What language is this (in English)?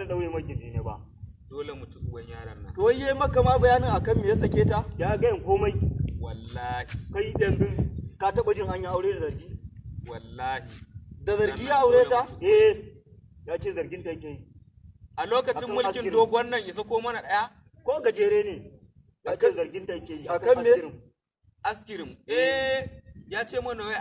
Hausa